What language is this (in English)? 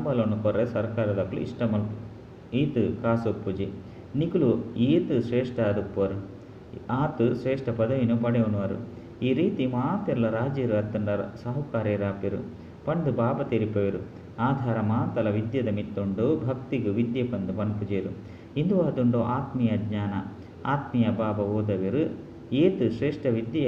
Tulu